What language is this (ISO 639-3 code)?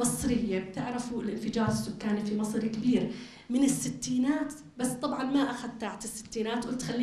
apc